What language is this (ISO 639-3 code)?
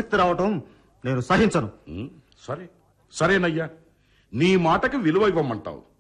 tel